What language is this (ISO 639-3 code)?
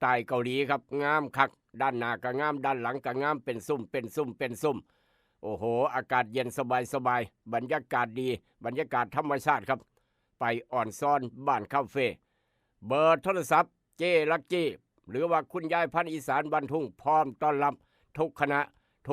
lao